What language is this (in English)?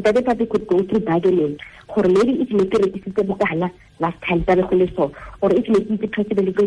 Tswana